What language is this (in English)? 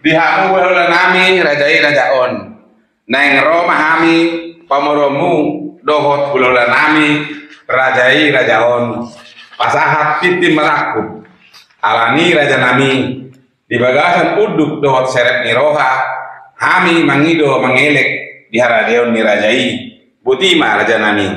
Batak Toba